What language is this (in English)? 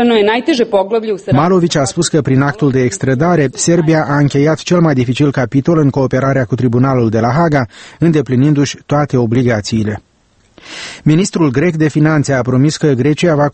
Romanian